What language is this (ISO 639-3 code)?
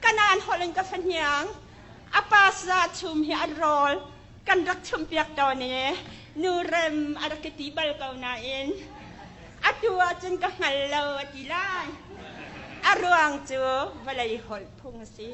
cnh